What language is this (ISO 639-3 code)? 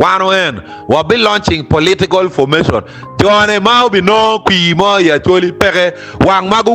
ach